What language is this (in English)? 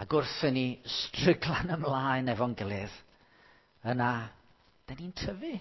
Welsh